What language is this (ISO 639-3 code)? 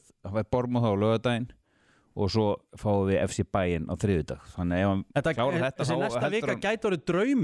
isl